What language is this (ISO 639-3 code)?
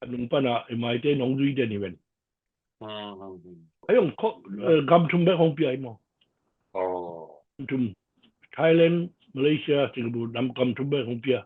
ctd